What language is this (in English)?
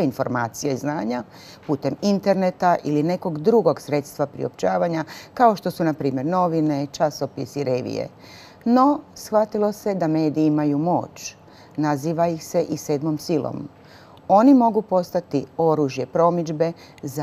Croatian